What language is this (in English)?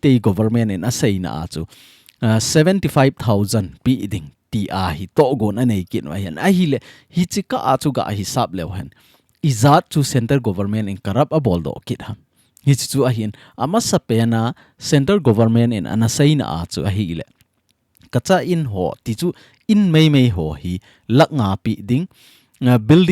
Thado Chin